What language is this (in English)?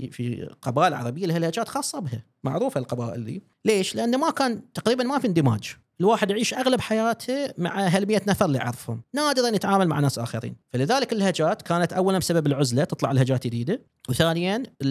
Gulf Arabic